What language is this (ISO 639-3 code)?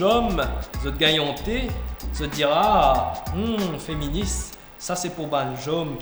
mfe